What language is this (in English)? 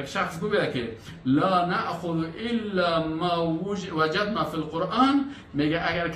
Persian